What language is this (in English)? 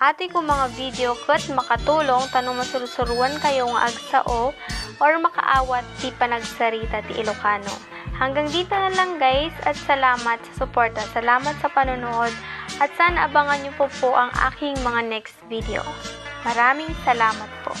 Iloko